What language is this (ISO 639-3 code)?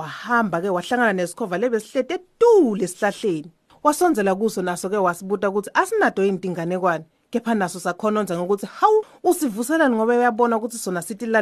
ssw